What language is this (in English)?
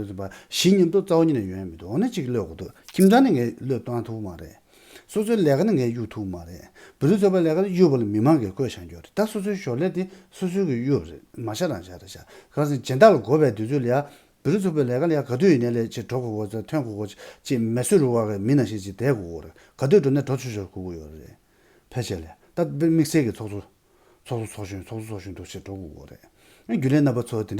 Tibetan